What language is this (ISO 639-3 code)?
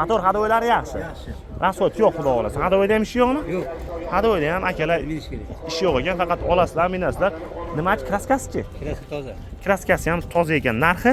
uzb